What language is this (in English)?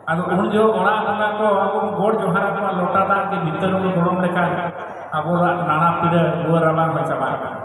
Santali